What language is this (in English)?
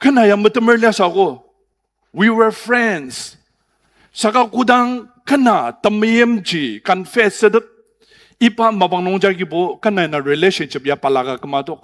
Ao Naga